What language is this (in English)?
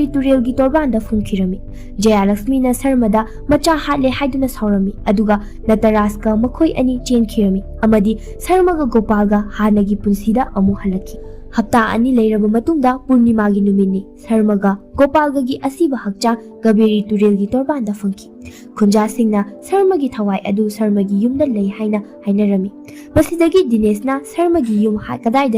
Manipuri